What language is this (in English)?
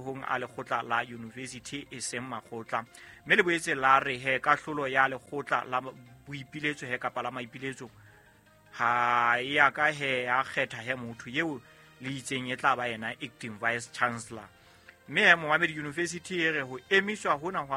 Southern Sotho